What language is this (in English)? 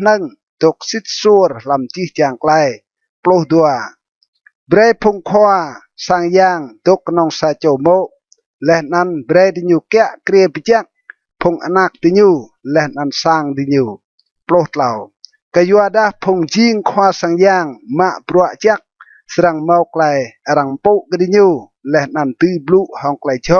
Rade